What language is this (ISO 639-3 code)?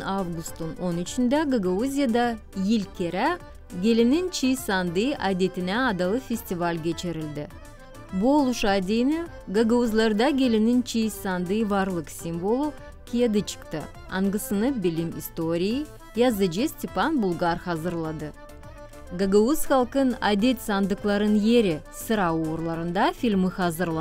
gag